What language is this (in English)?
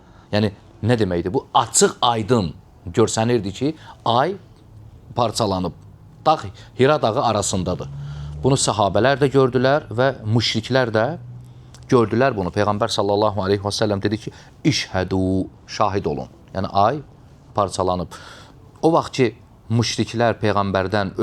Azerbaijani